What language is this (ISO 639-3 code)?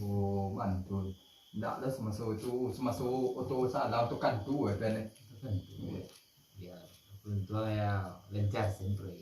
min